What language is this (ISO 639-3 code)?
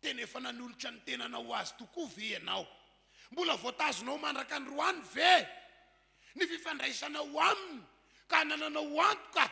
mlg